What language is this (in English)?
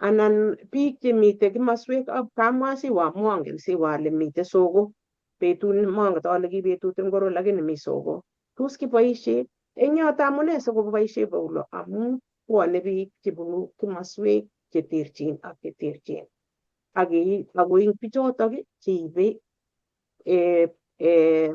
Kalenjin